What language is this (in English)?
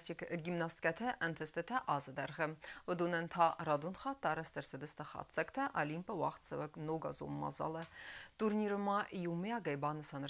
Ossetic